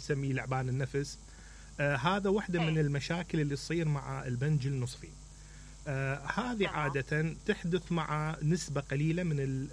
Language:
Mesopotamian Arabic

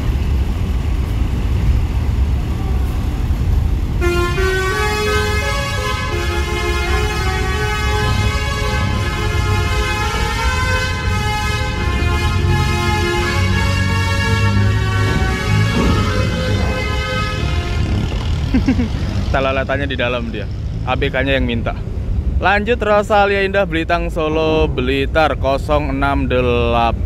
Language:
Indonesian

